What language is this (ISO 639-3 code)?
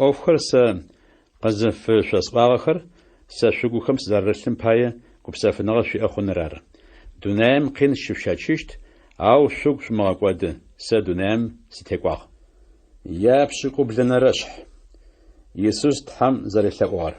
ady